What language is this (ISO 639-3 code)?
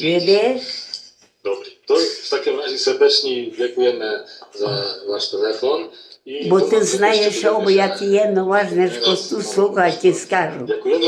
rue